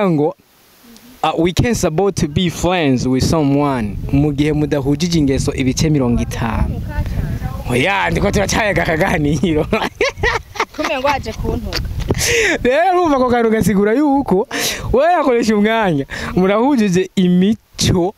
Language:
Rundi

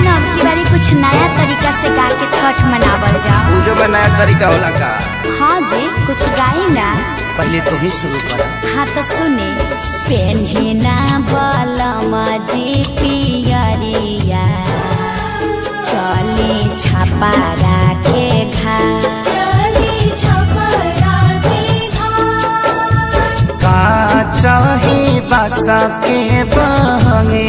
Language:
Bhojpuri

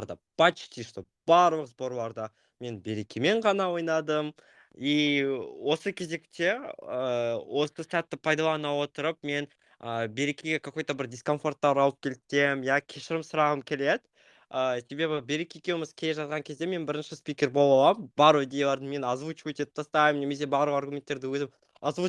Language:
Kazakh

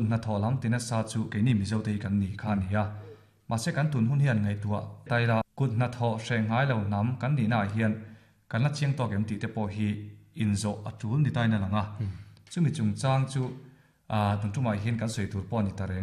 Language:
Mizo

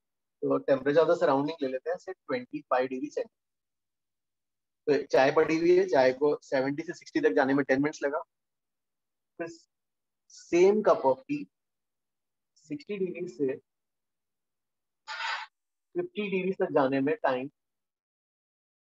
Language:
Hindi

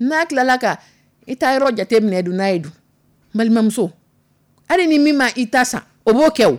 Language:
Dyula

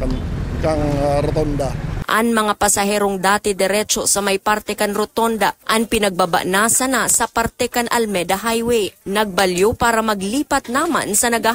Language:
Bikol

